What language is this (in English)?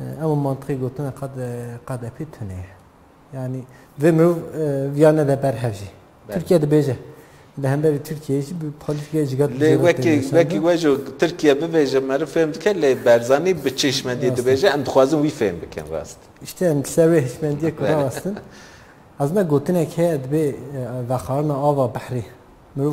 Kurdish